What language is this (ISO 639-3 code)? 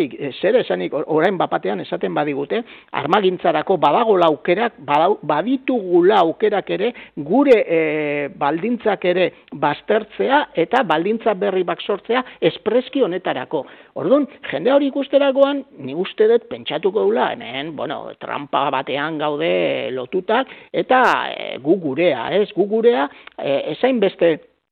eus